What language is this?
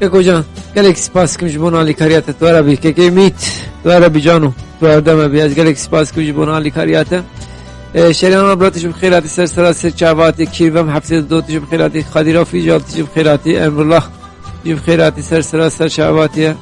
Kurdish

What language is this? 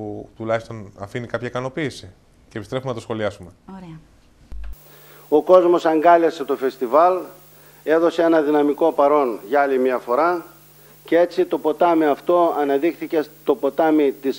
Greek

